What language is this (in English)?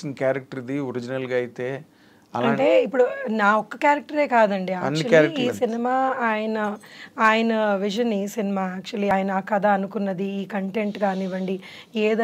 Telugu